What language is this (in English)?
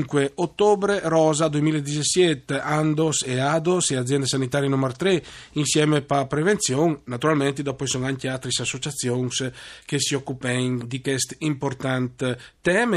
Friulian